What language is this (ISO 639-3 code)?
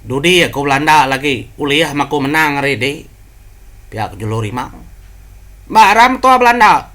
iba